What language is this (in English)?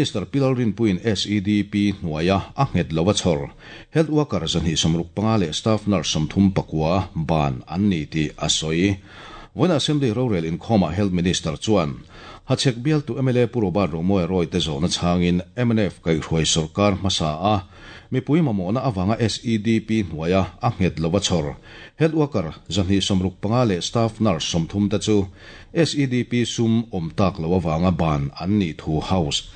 Mizo